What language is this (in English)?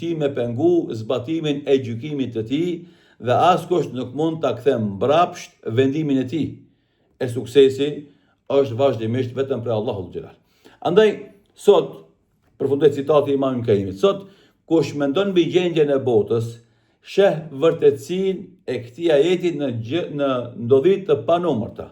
Albanian